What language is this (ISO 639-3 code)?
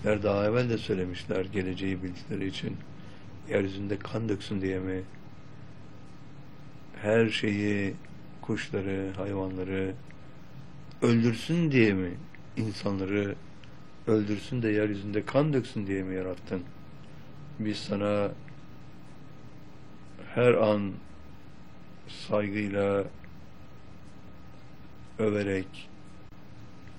tur